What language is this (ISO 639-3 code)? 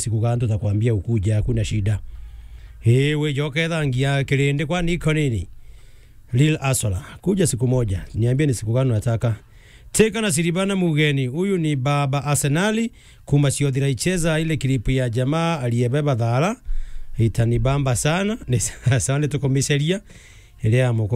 mer